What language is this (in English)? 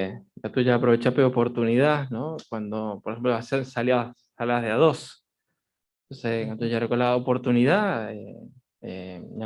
Guarani